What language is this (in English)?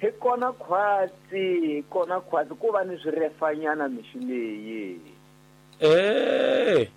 Tsonga